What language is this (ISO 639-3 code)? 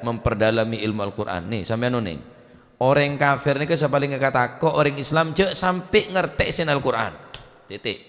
mad